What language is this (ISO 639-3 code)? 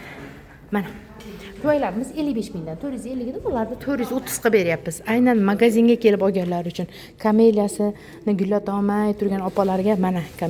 uzb